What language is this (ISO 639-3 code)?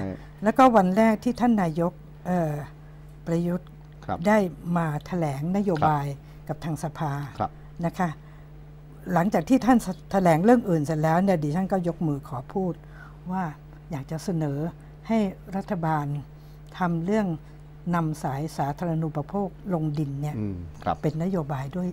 tha